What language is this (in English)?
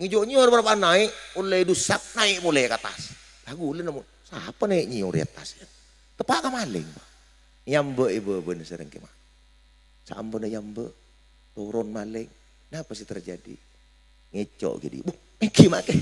Madurese